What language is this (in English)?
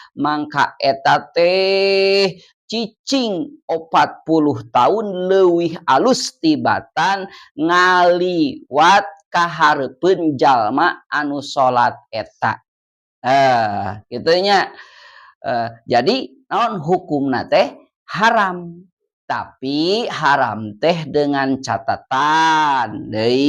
Sundanese